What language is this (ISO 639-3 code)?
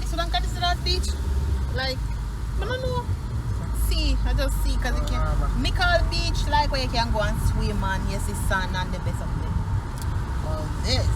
jam